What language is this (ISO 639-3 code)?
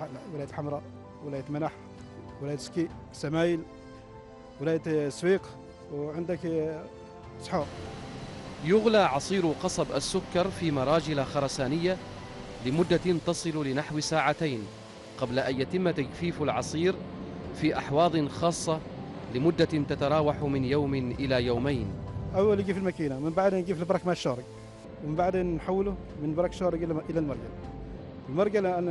ara